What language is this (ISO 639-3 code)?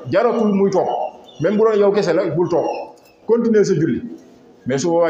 wol